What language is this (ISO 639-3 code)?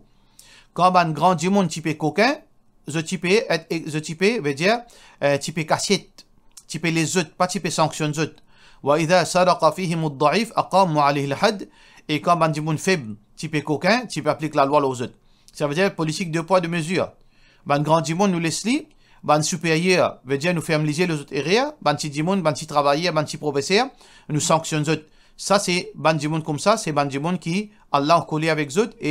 mfe